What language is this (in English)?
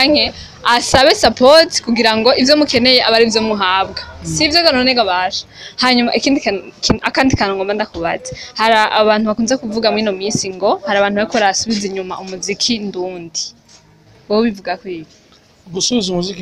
Rundi